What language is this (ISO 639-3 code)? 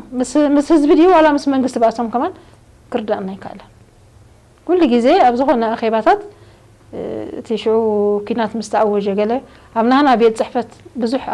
tir